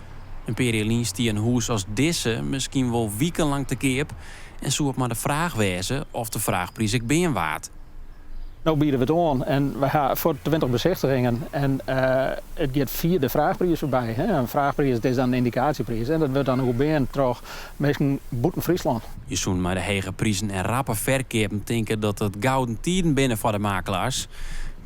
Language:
Western Frisian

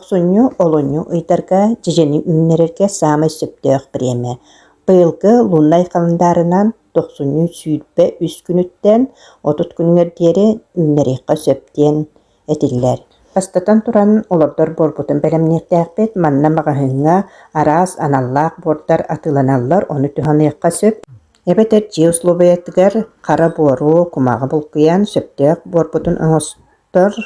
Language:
Yakut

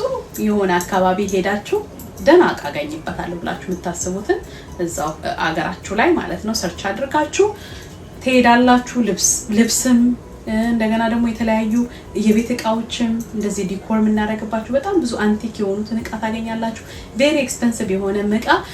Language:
Amharic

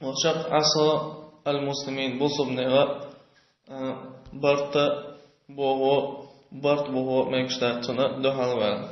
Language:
Chechen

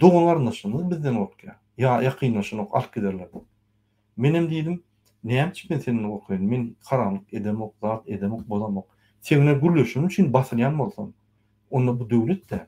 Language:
Turkmen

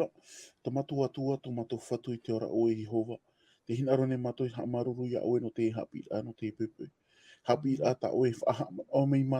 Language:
Tahitian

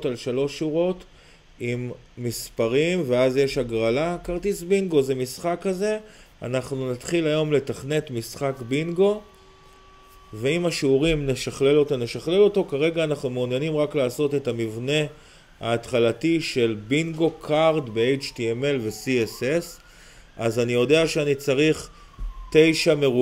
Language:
Hebrew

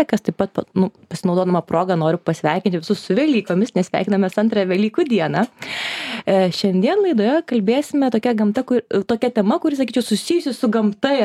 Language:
Lithuanian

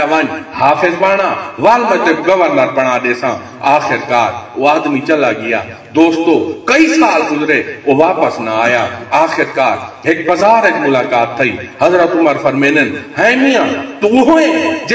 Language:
Saraiki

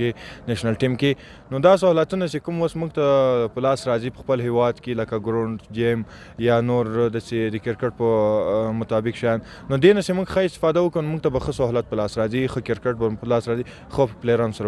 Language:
Pashto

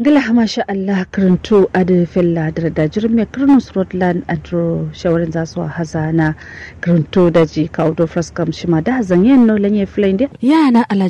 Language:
Kanuri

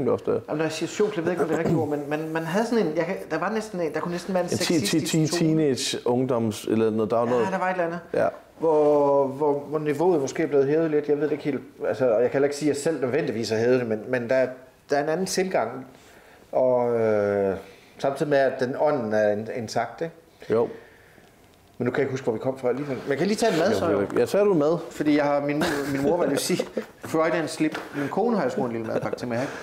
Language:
Danish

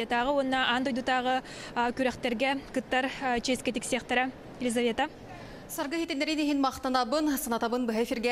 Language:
Yakut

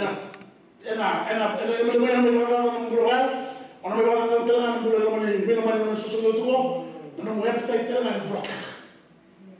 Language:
Fijian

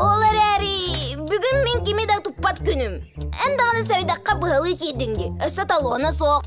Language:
Yakut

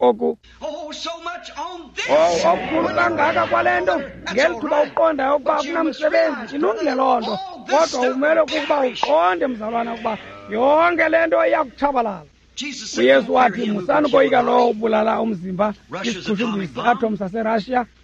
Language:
Xhosa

